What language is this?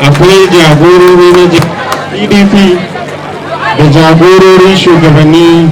Hausa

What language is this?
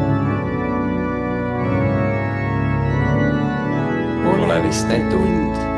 Estonian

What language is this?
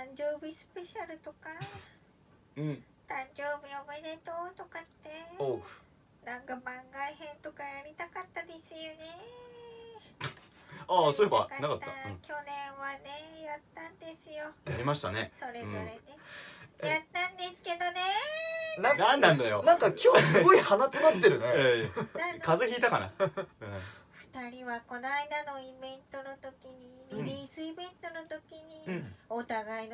Japanese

